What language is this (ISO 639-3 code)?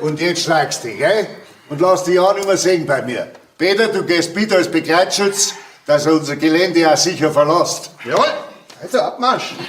bar